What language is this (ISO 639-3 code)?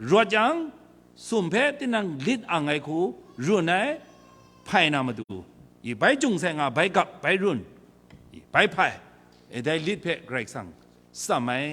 kac